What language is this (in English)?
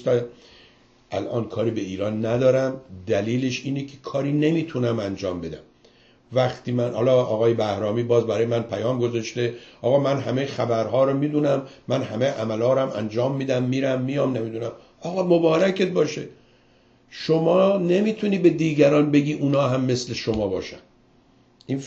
Persian